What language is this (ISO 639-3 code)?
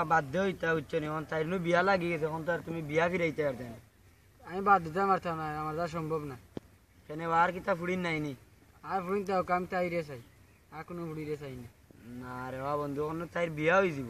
syl